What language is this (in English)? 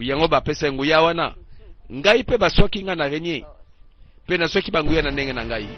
Lingala